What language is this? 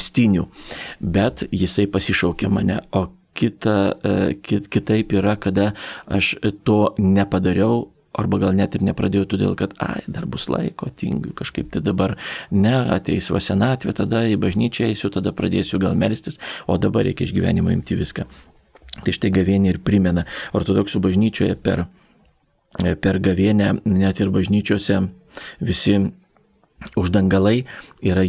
Lithuanian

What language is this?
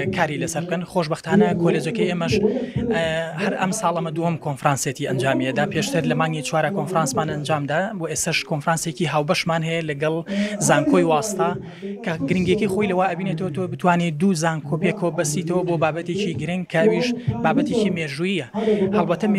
Central Kurdish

